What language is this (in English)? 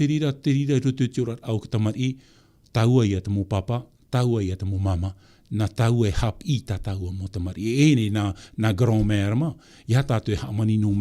Tahitian